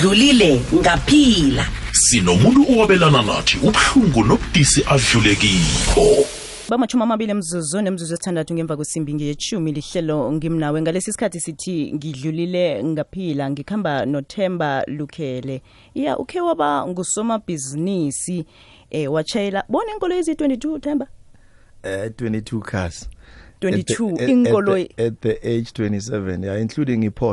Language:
South Ndebele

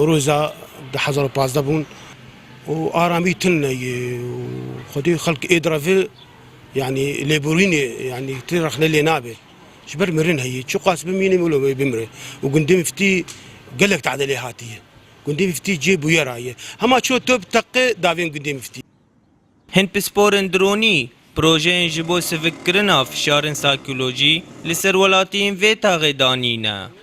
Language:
Kurdish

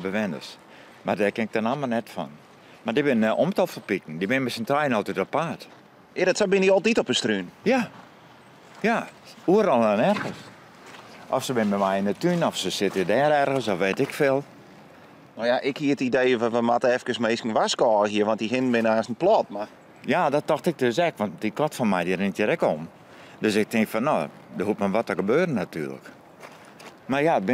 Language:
Western Frisian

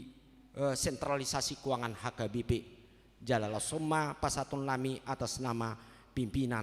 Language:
Batak Toba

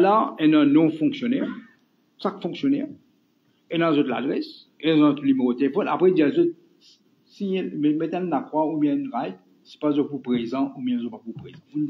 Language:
Morisyen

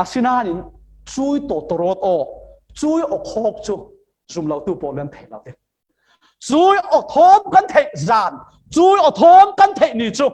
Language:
Falam Chin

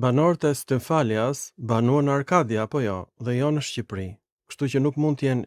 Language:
Albanian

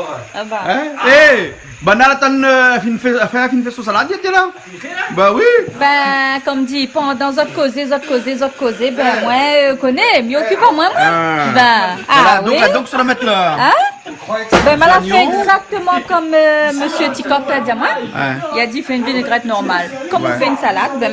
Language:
Réunion Creole French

